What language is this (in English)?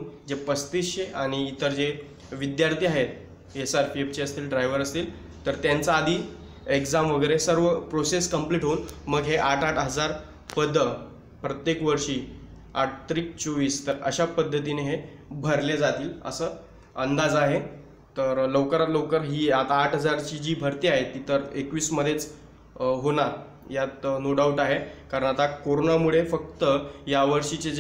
Marathi